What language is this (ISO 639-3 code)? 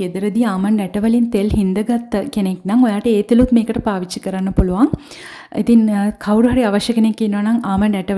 sin